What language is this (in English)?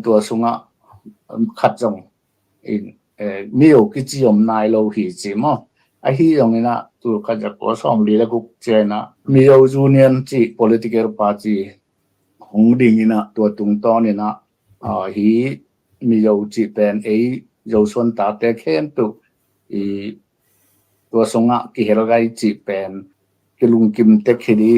Tedim Chin